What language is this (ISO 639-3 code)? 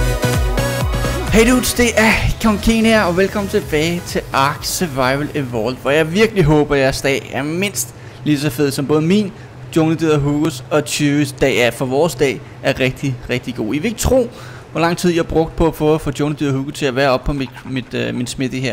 dan